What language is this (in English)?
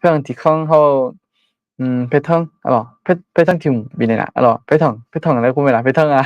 Akha